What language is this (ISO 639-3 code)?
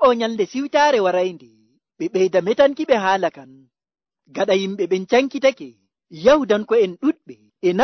fuv